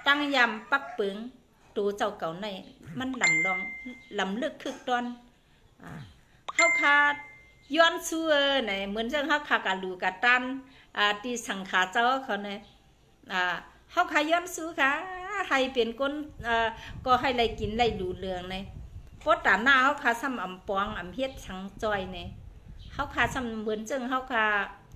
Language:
Shan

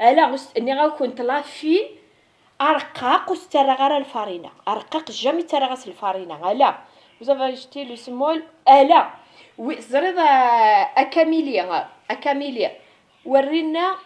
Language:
Kabyle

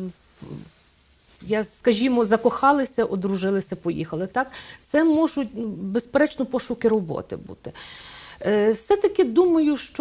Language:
Ukrainian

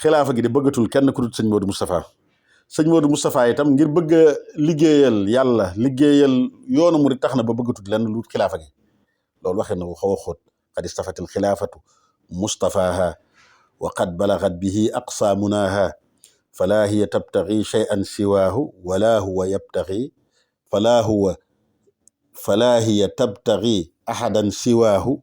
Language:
Wolof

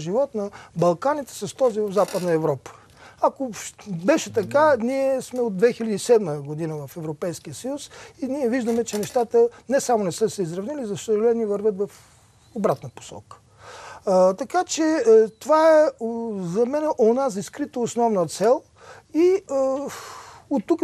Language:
Bulgarian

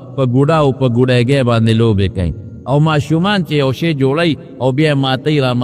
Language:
Pashto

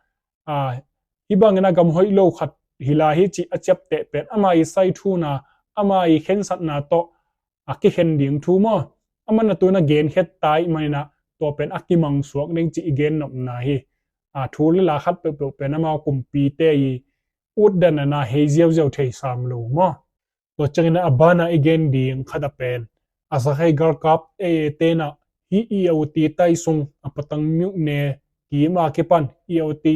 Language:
Tedim Chin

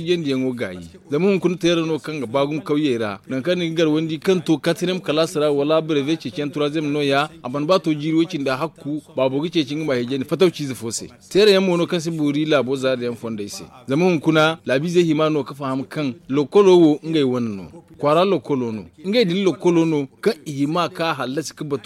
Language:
Zarma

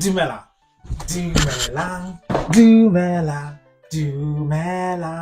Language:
Tswana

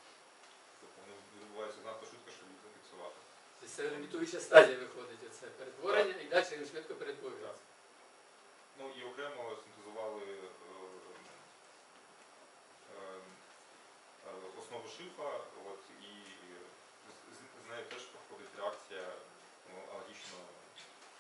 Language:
Ukrainian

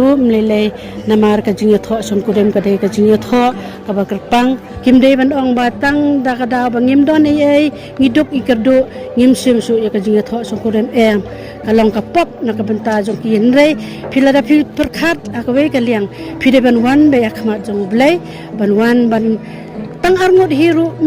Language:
Khasi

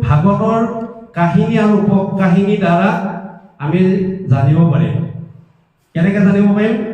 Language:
Assamese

